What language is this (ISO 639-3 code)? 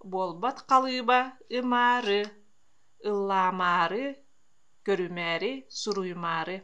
sah